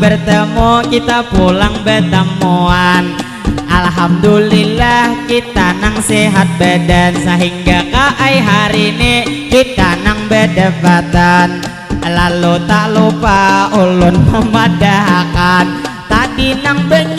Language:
Banjar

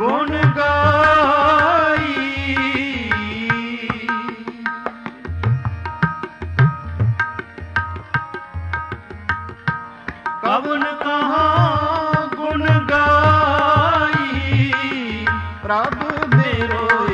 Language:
Punjabi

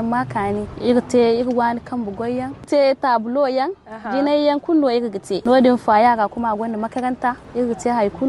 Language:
Zarma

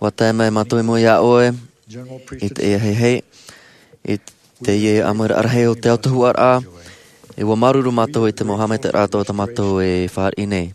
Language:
Tahitian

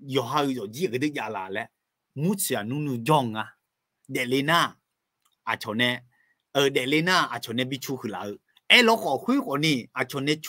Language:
Akha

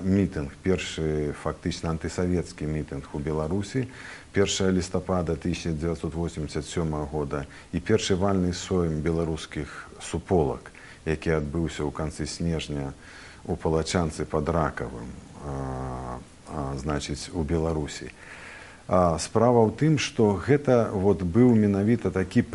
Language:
Belarusian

